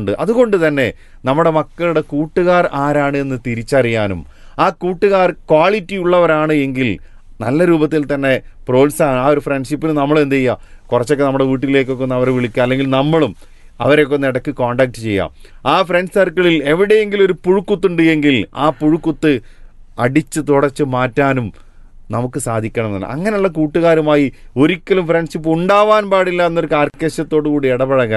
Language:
Malayalam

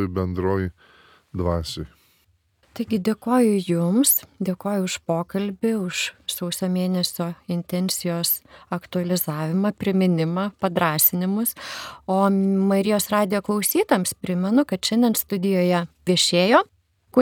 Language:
Lithuanian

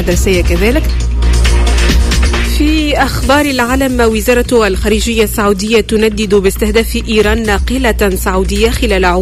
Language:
Tunisian Arabic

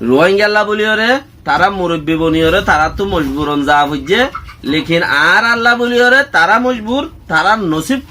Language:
Rohingya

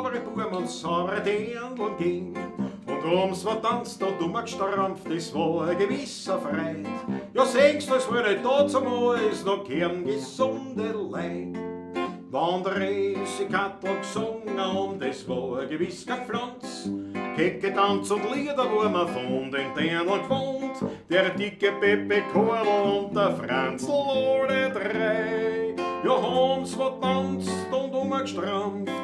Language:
Bavarian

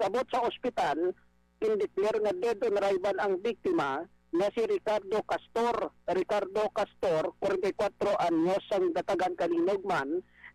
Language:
Hiligaynon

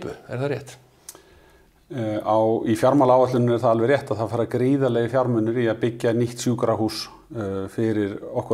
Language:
Icelandic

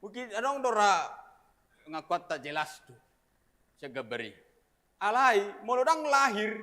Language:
Batak Toba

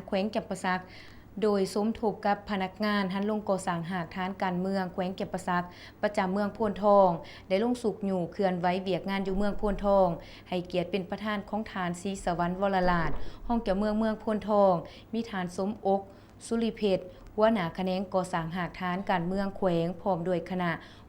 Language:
Lao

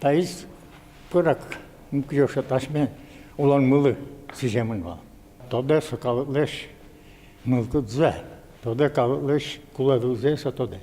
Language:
Udmurt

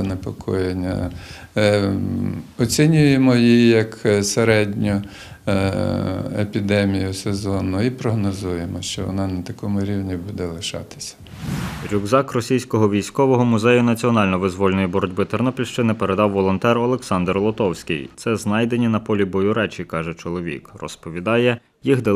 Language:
Ukrainian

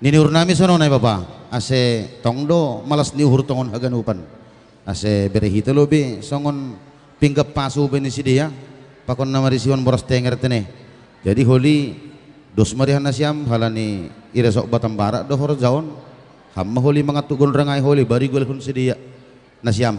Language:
Batak Simalungun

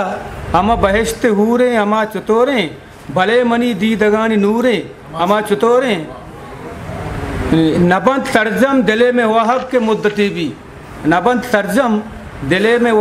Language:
Eastern Balochi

